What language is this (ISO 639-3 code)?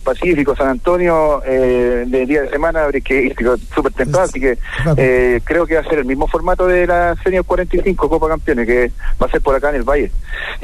spa